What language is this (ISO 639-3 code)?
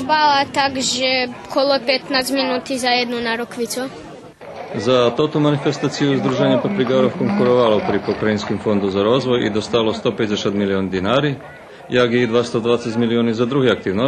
rue